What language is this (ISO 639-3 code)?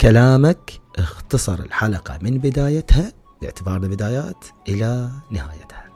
acm